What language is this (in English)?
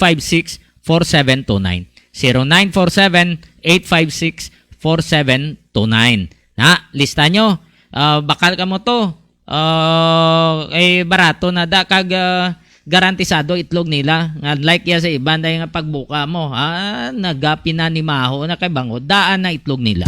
Hiligaynon